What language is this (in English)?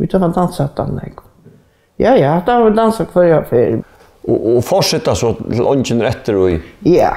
Faroese